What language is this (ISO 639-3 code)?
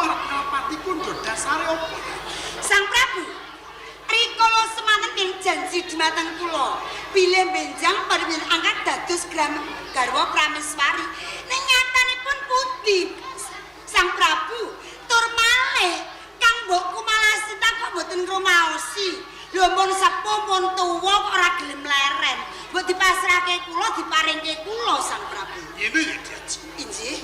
jav